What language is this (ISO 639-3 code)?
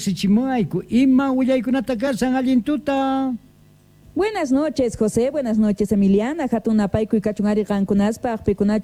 quh